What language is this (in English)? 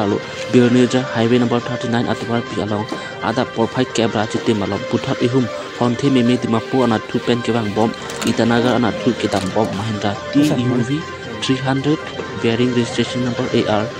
Karbi